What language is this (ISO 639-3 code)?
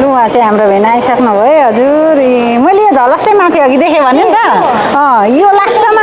nep